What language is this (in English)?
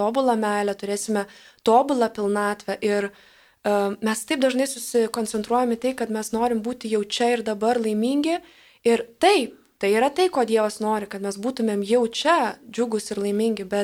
Lithuanian